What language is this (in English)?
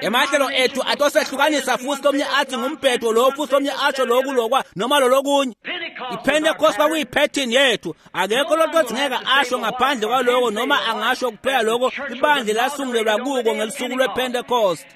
Swati